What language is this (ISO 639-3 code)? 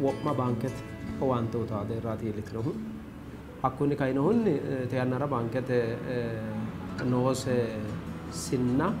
sid